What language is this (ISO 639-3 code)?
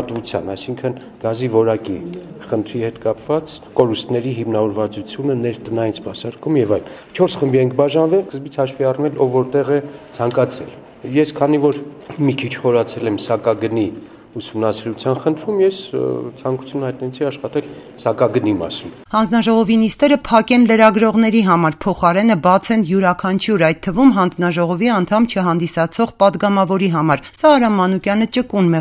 hye